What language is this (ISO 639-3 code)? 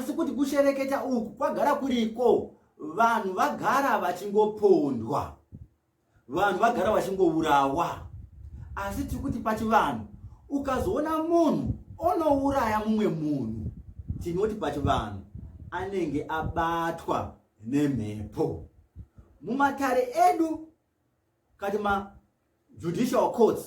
sna